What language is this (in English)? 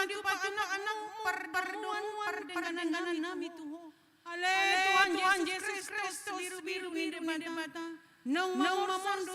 Batak Toba